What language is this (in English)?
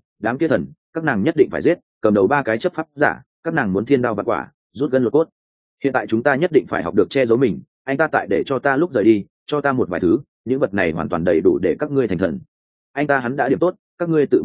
Vietnamese